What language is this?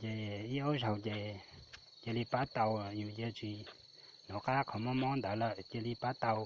Hmong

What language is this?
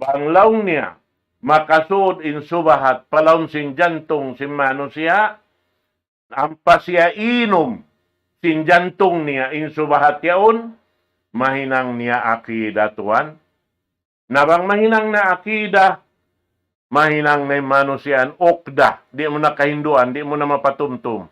Tausug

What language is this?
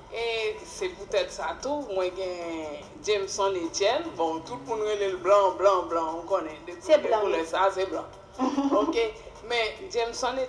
Haitian Creole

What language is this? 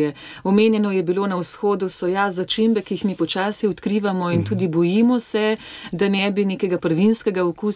Slovenian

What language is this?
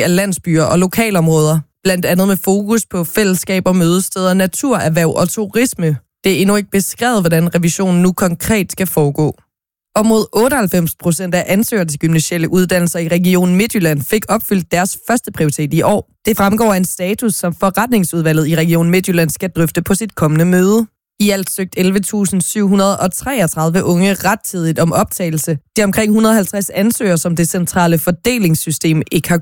Danish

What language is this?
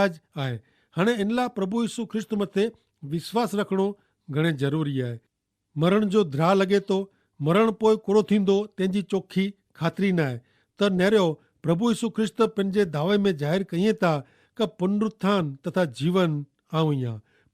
Kachhi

